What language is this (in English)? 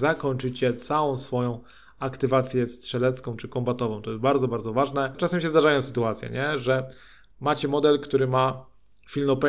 Polish